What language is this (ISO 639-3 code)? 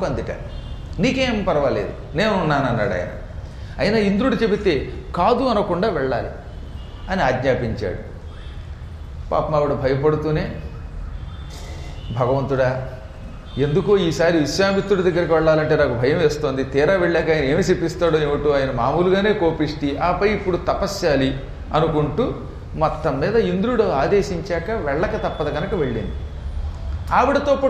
tel